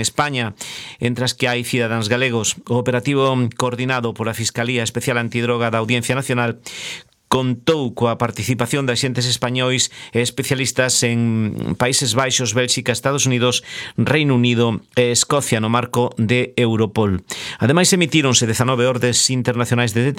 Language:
Galician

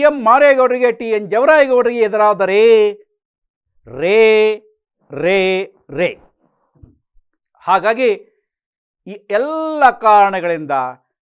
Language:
Kannada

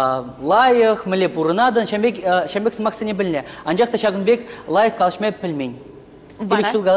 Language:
Chuvash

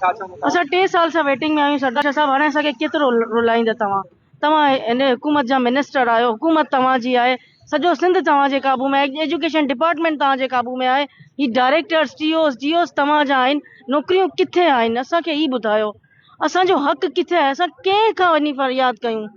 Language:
Sindhi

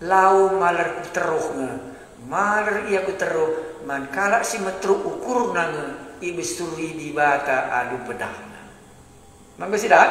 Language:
Batak Karo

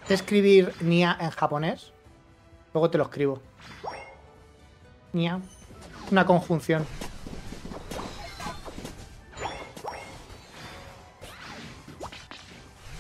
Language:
Spanish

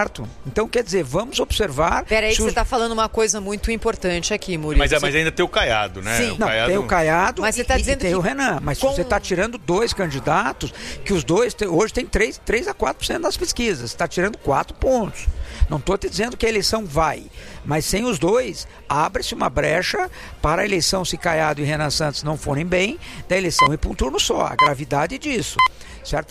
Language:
Portuguese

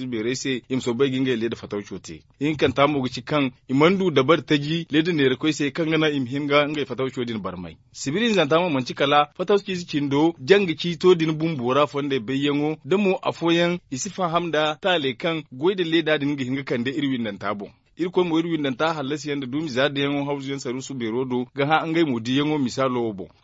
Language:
Zarma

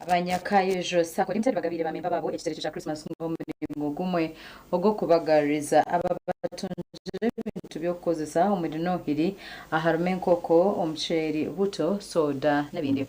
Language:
Nyankole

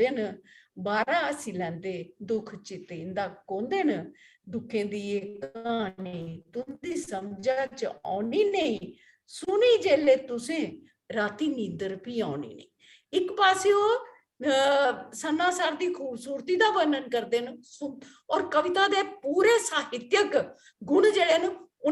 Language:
Dogri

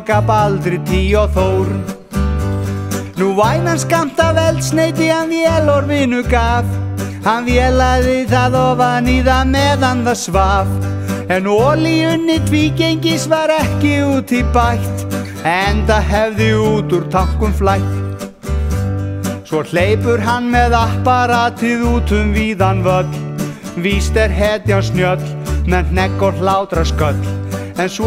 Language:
Icelandic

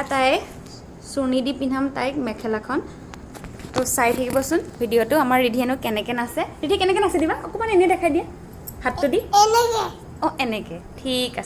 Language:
Assamese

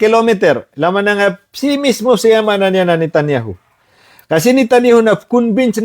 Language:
Maranao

